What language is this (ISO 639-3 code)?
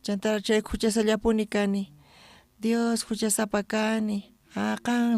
quh